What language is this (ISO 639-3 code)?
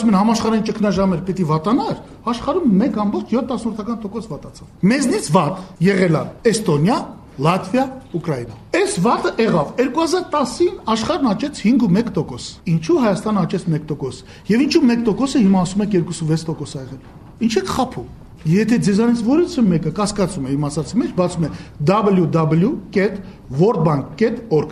hye